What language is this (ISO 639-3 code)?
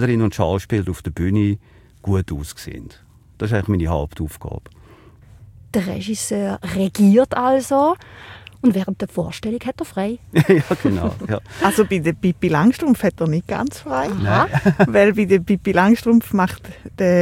deu